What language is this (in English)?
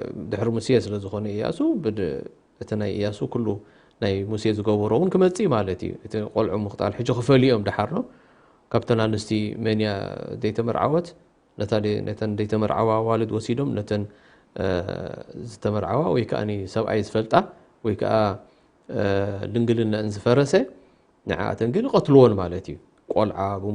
Tigrinya